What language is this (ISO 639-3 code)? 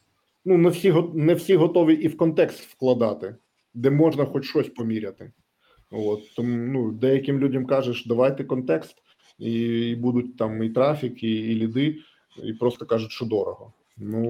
ukr